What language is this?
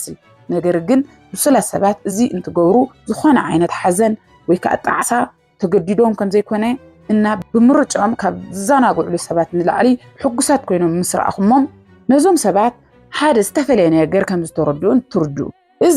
Tigrinya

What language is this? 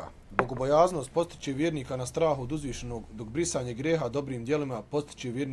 Bosnian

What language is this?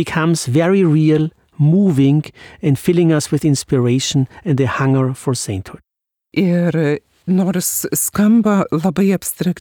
Lithuanian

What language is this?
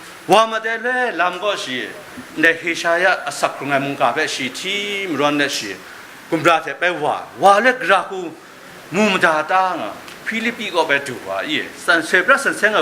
Kachin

